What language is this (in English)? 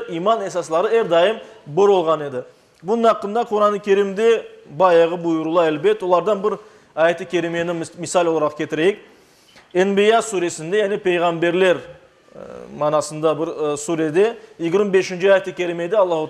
Crimean Tatar